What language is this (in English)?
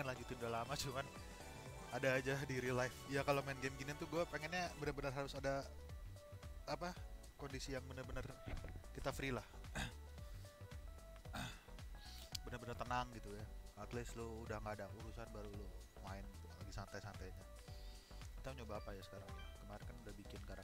Indonesian